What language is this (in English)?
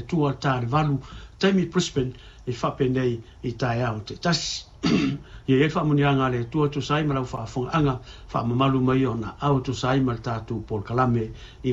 Samoan